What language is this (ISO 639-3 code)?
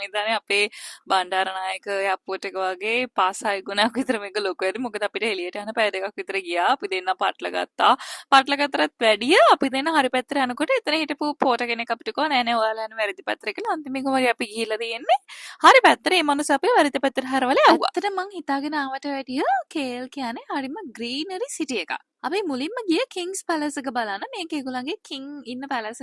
sin